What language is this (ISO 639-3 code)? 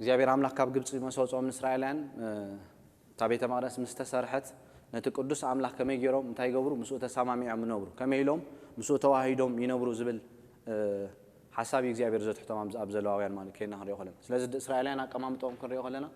tir